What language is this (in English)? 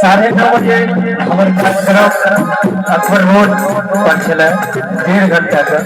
Maithili